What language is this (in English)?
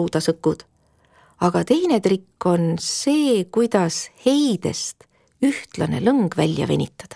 Estonian